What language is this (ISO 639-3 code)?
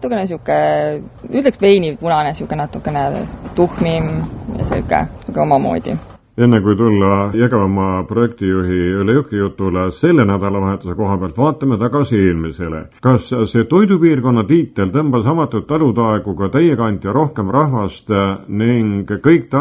est